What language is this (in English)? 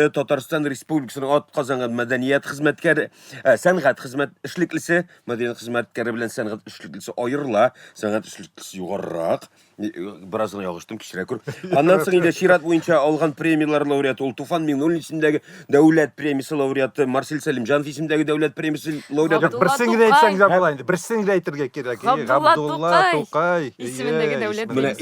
Tatar